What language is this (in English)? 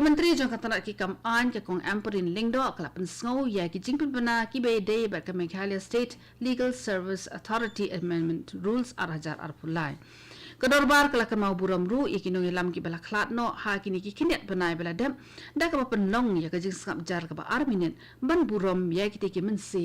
Khasi